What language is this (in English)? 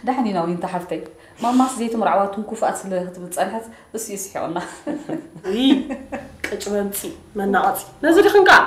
Tigrinya